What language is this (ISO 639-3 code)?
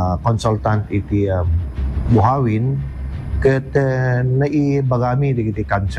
ilo